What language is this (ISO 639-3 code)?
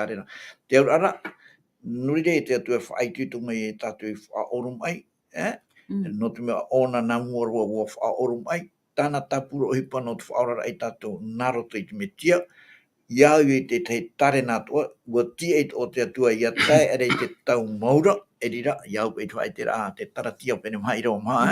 tah